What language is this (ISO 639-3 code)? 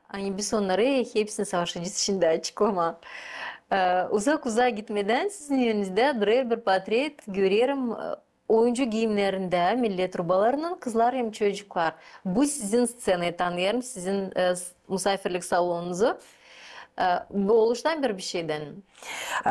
gag